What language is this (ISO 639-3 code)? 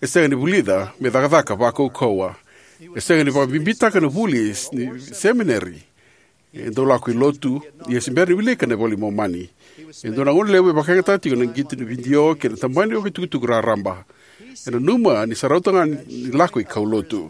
fij